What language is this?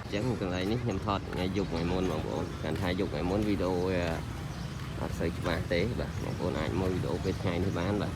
Khmer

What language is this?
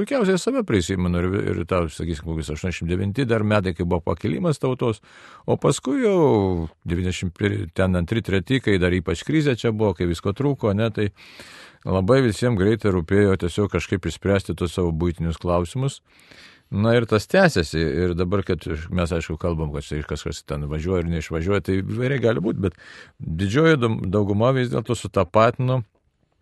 Lithuanian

